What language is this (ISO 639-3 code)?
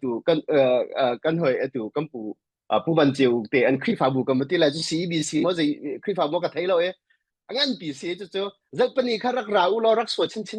cnh